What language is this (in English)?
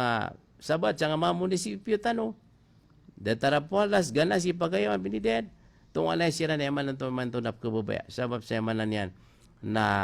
Maranao